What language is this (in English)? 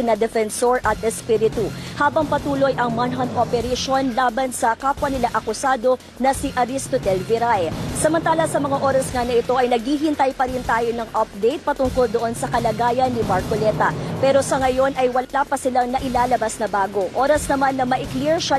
Filipino